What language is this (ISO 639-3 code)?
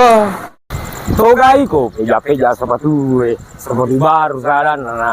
bug